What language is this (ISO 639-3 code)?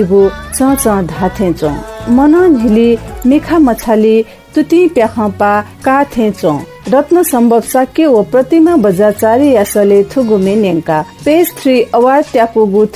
new